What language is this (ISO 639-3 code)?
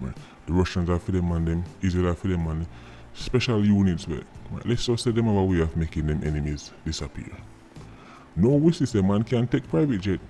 jam